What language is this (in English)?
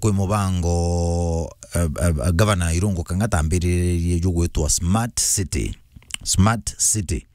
Meru